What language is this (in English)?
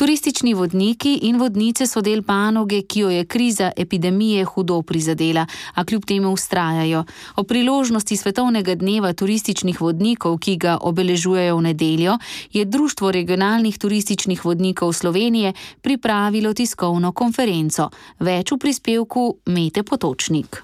Slovenian